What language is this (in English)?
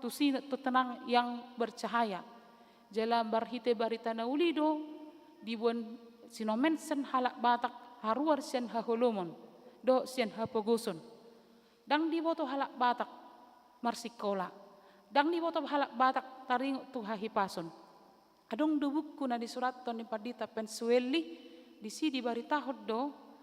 Batak Toba